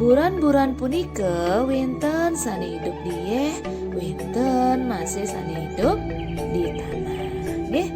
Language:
Balinese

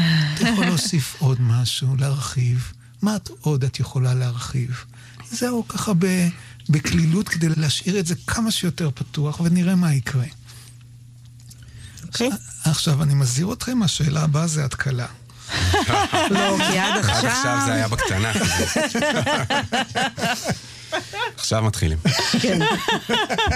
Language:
Hebrew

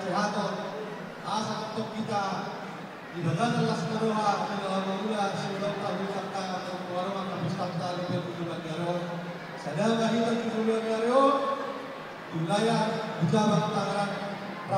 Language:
Batak Toba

